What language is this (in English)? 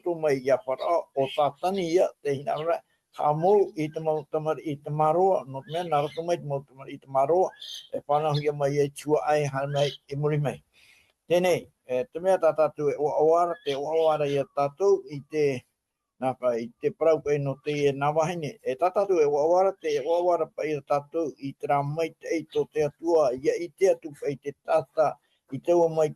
Tahitian